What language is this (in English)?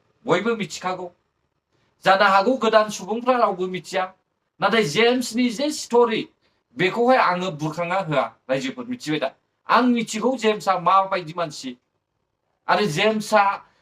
Bodo